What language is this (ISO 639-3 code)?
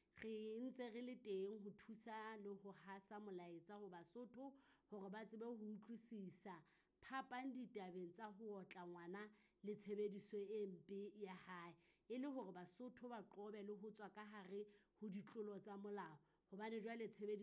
sot